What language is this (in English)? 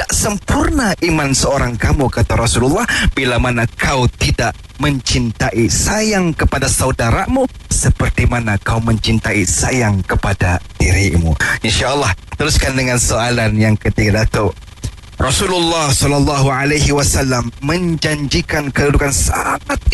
Malay